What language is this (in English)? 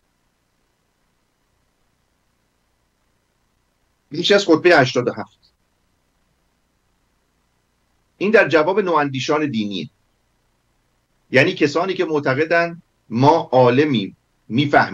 Persian